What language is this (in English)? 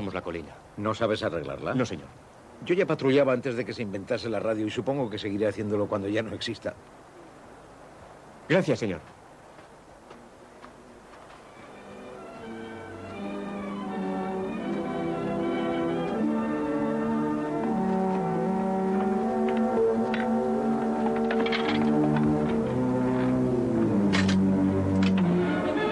Spanish